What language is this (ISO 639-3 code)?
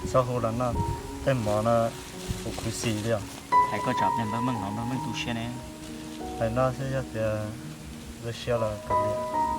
hmn